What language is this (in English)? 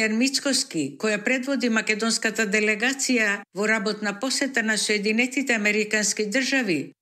Macedonian